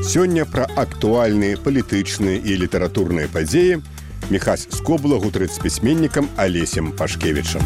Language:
Belarusian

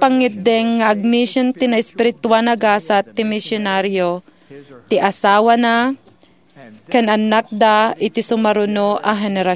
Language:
Iloko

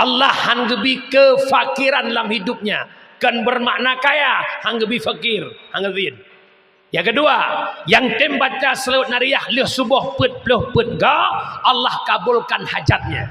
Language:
Achinese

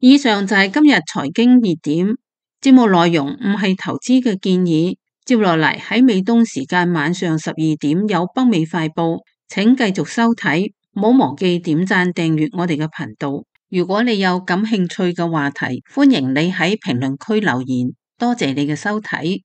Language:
Cantonese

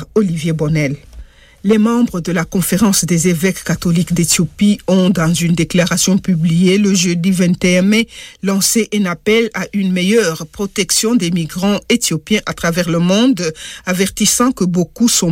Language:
French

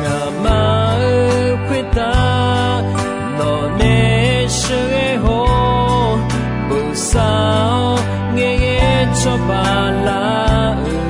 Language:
Akha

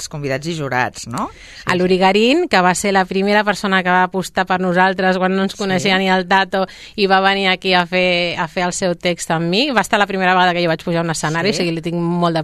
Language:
Catalan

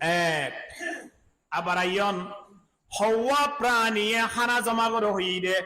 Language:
Rohingya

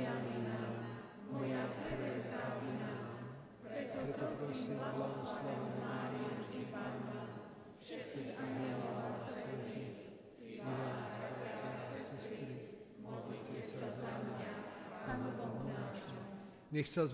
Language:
Slovak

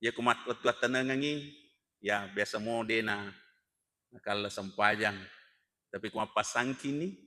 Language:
Buginese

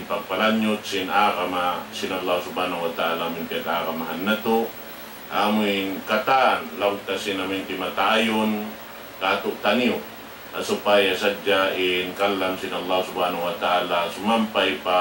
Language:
Tausug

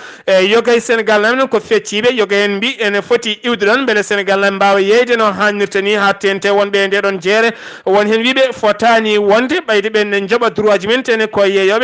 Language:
Fula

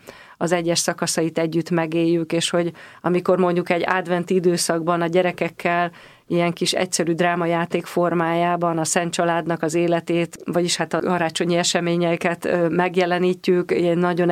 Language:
Hungarian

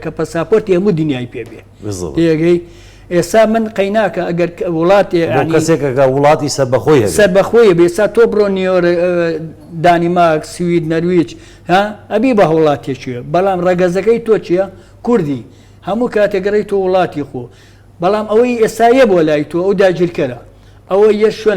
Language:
Central Kurdish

